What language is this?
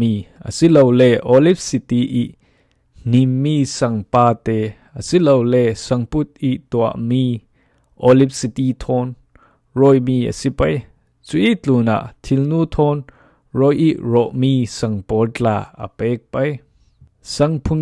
Falam Chin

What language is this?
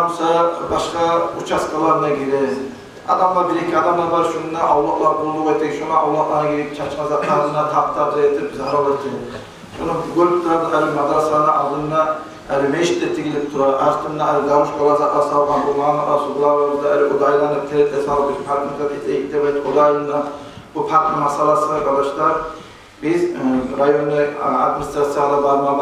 Kumyk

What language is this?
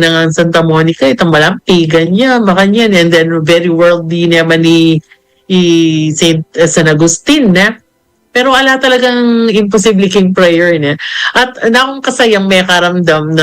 Pampanga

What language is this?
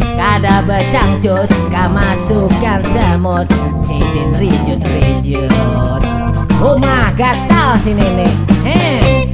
Banjar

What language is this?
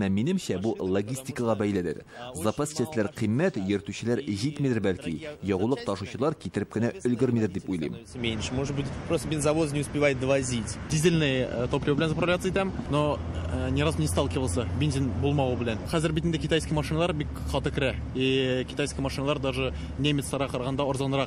Tatar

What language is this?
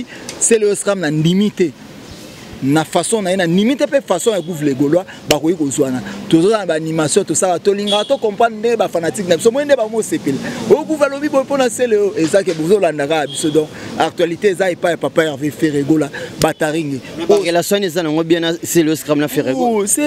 Lingala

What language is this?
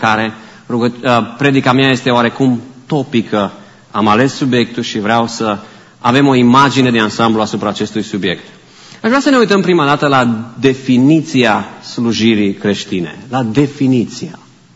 Romanian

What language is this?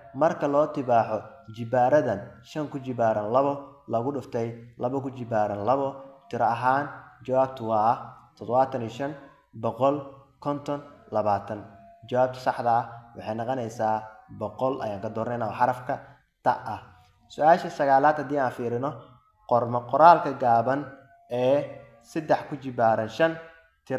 Somali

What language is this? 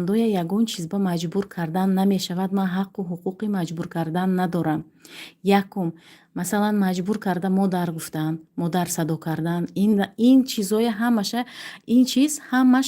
Tajik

